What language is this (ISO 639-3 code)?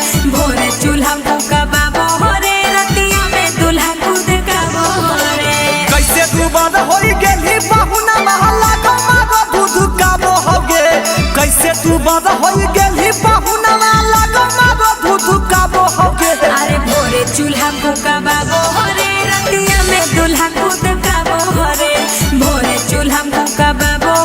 mag